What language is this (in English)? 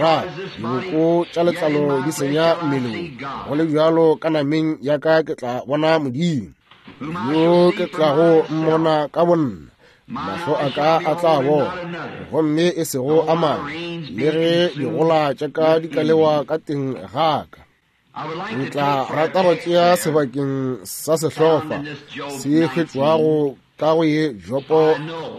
Northern Sotho